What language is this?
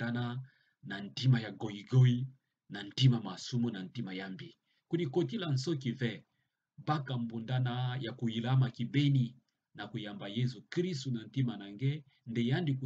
Kituba (Democratic Republic of Congo)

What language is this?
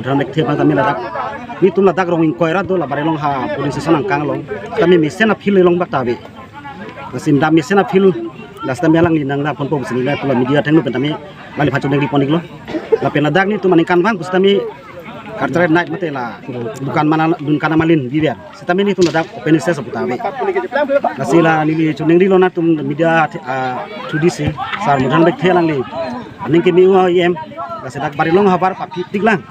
Karbi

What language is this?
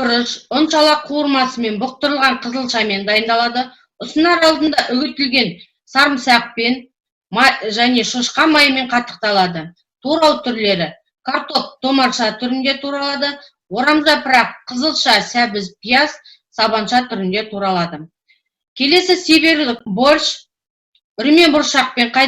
Kazakh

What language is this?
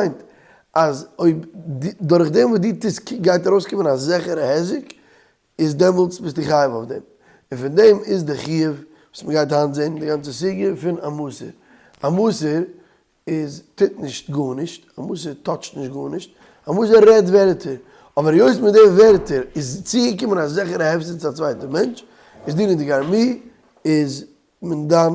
Yiddish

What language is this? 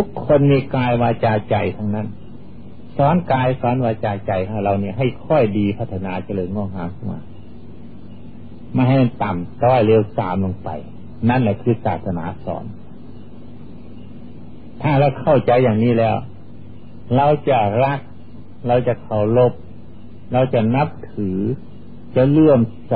Thai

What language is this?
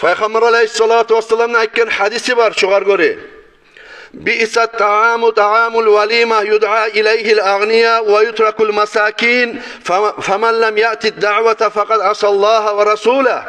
Kumyk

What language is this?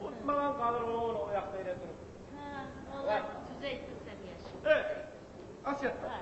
Kumyk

